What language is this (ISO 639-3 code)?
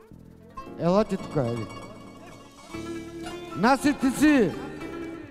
bul